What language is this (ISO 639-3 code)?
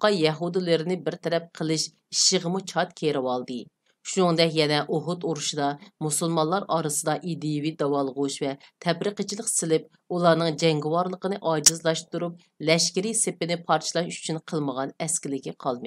uig